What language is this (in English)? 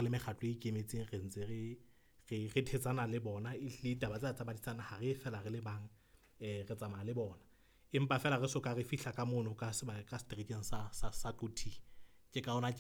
Southern Sotho